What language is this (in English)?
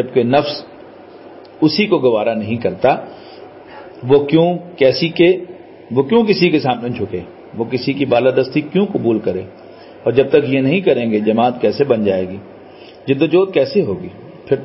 Urdu